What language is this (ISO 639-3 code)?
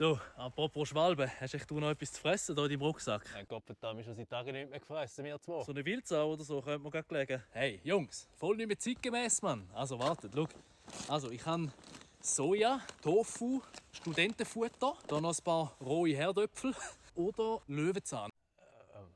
gsw